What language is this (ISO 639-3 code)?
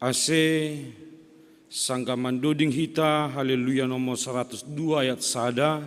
bts